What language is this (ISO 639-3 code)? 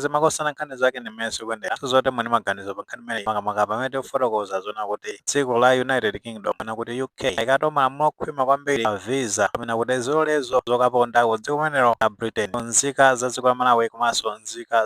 nya